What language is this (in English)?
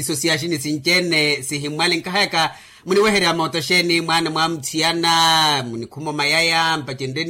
Makhuwa